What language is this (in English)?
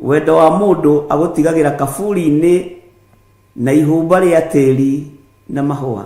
Kikuyu